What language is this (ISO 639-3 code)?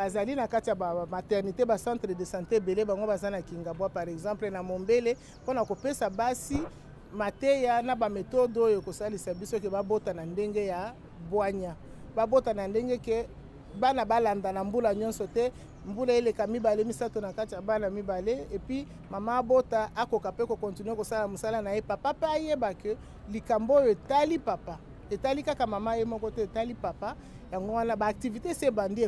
lin